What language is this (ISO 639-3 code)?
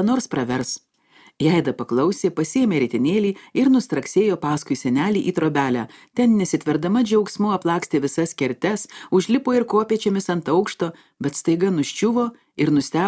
lit